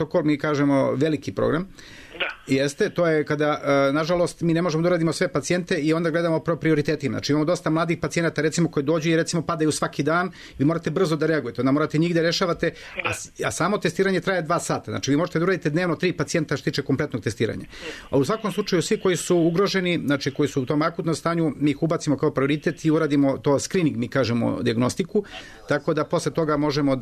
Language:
Serbian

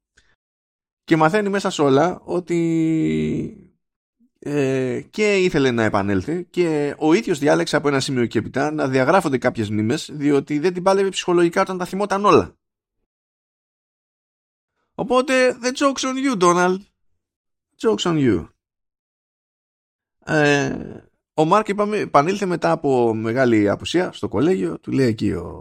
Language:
Greek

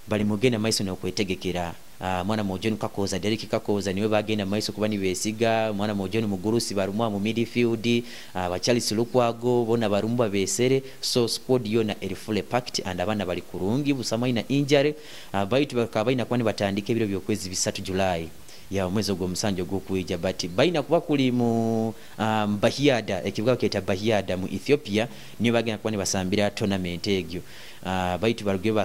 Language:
Nyoro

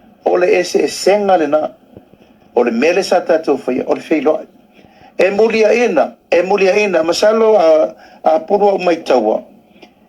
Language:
Samoan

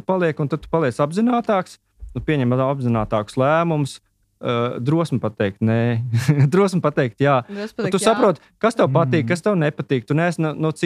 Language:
Latvian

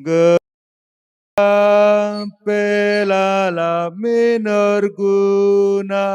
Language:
Batak Karo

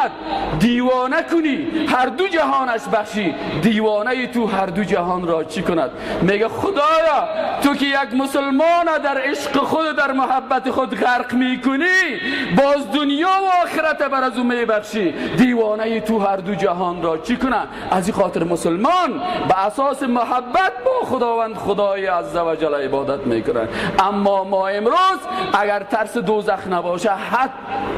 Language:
Persian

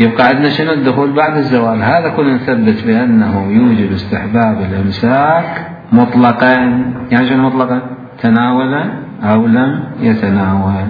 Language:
Mesopotamian Arabic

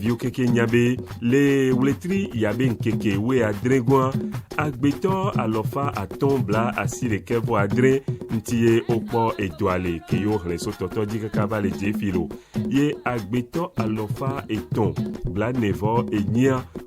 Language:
Ewe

